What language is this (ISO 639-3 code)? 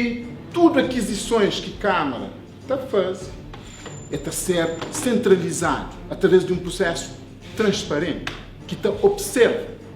kea